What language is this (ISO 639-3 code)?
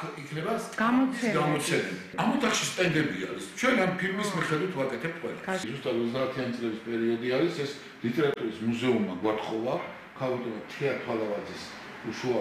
kat